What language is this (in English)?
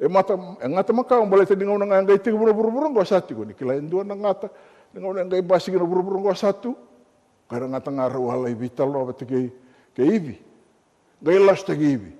Fijian